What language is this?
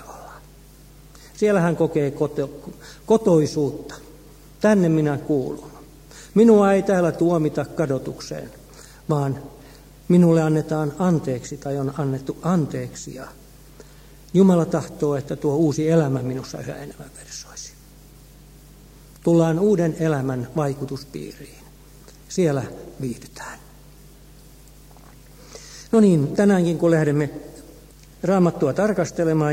Finnish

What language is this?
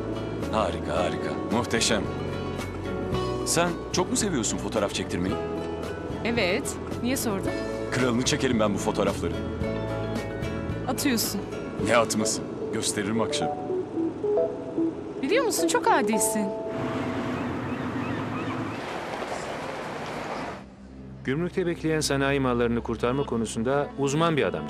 Turkish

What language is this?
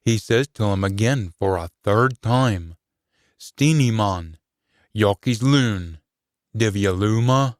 Scots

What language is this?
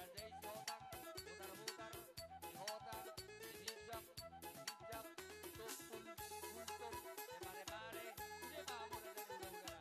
Batak Toba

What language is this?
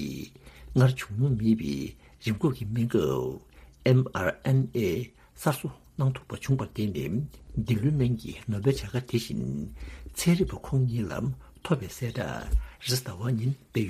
Tibetan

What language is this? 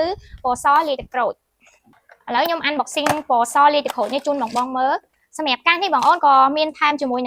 Khmer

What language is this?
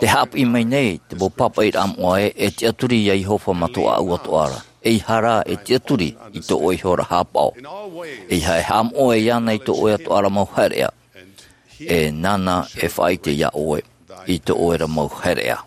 Tahitian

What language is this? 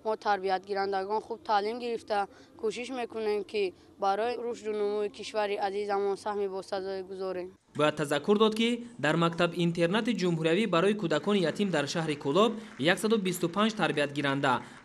Tajik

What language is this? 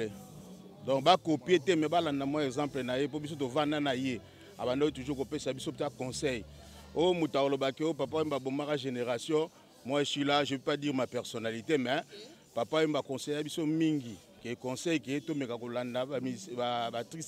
Lingala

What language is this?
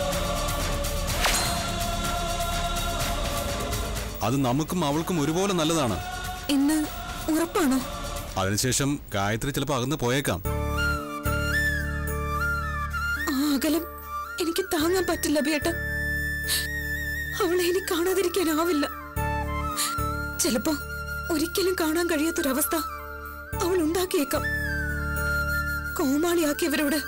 Malayalam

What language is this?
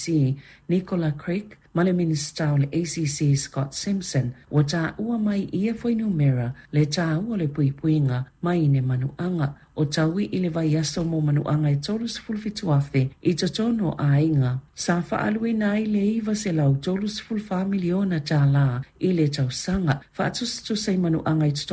Samoan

